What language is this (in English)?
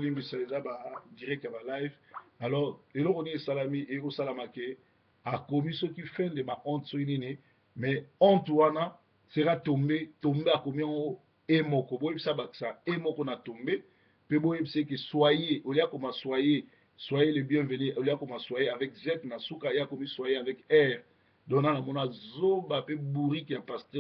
Lingala